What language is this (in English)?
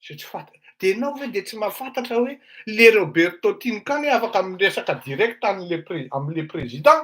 Malagasy